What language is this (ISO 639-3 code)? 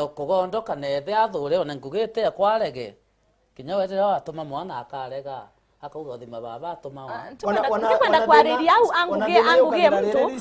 mer